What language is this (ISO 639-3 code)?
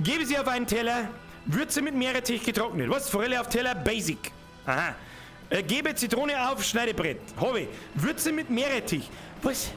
bar